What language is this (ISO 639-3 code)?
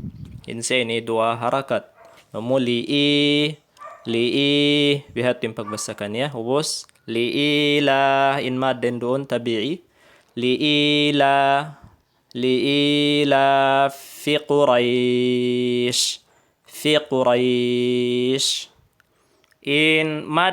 tsg